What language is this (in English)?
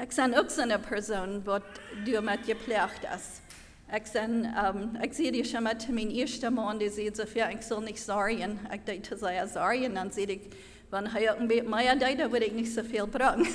Plautdietsch